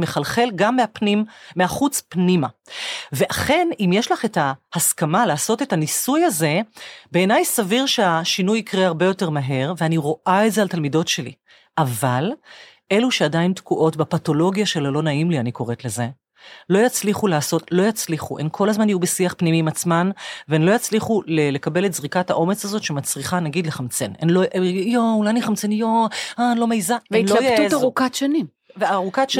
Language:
Hebrew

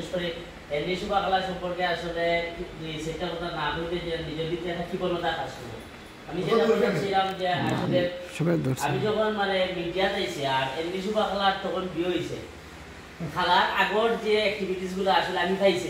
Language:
Sylheti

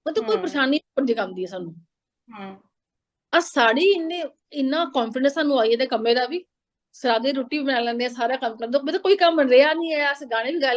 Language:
Dogri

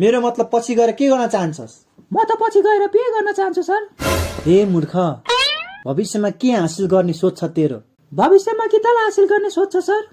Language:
Nepali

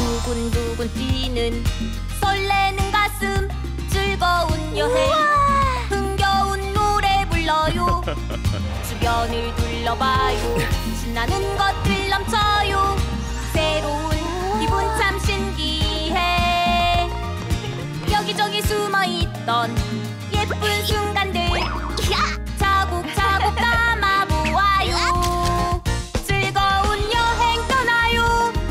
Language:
Korean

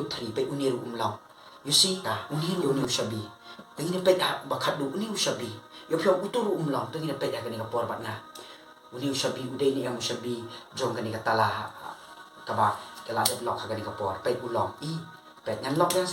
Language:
Khasi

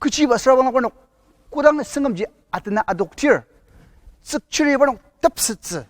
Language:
Ao Naga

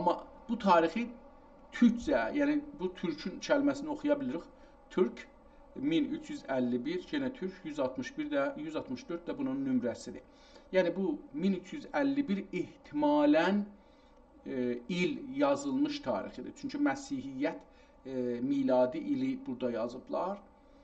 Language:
South Azerbaijani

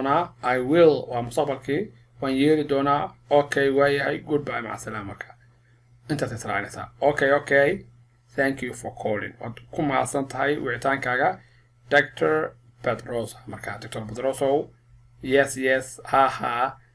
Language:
Somali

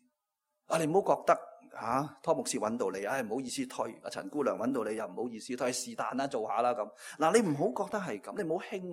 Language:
Cantonese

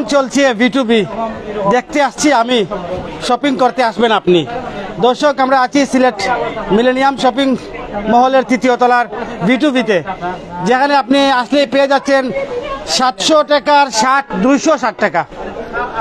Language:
Sylheti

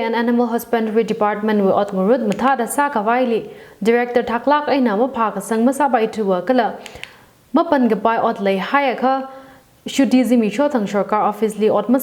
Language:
Tangkhul Naga (India)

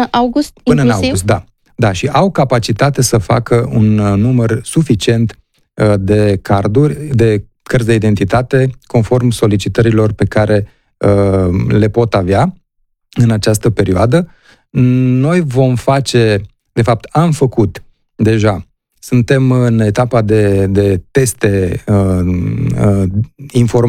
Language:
Romanian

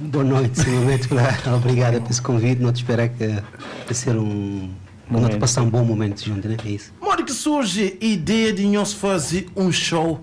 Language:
Kabuverdianu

